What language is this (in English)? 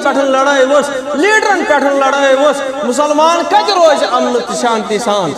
Kashmiri